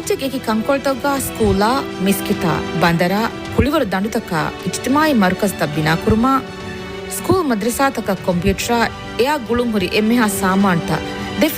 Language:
Divehi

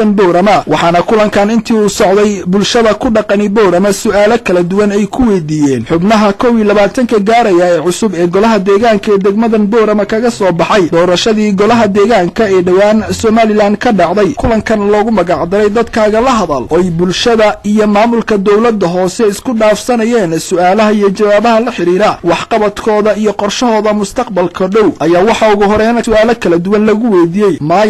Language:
Somali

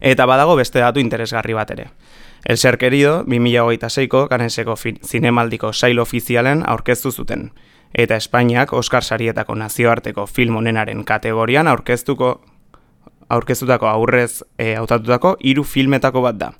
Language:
Basque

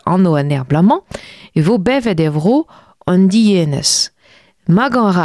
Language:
Breton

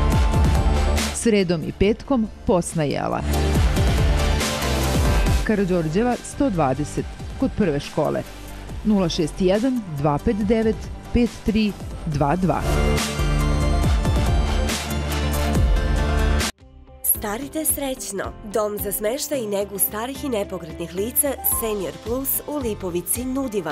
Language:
Serbian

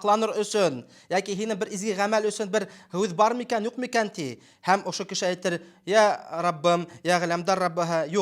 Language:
Bashkir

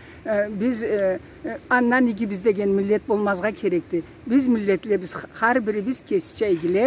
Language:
Karachay-Balkar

